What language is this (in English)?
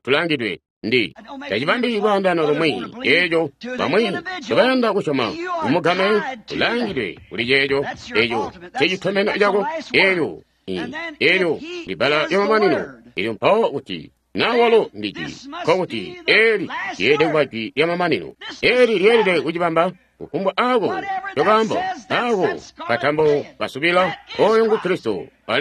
Tonga (Zambia)